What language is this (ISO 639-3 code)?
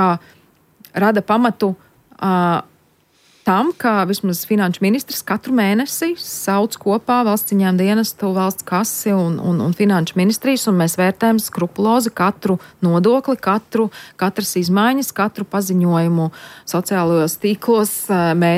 lav